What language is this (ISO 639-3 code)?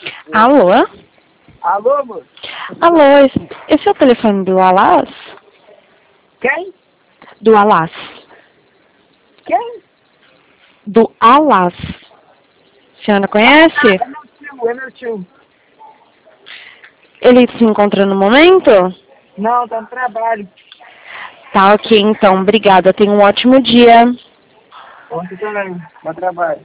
por